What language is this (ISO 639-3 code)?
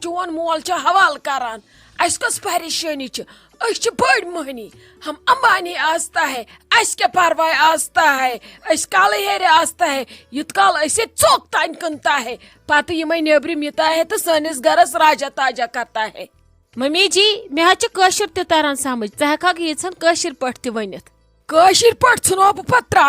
kas